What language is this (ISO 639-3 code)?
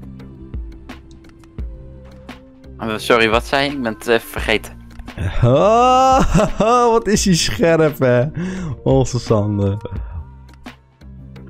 nld